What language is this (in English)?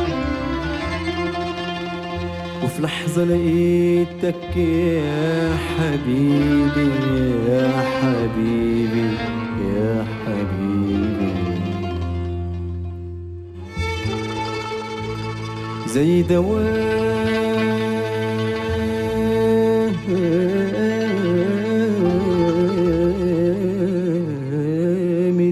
Egyptian Arabic